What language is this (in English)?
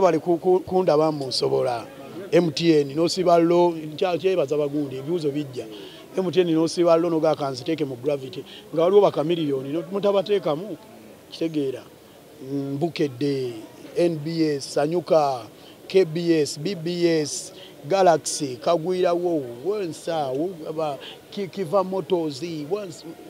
Ganda